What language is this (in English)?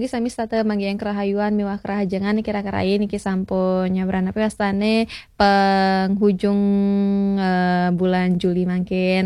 Balinese